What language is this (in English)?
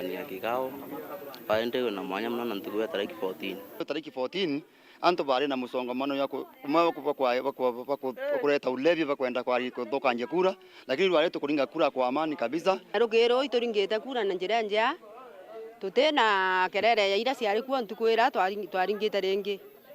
Meru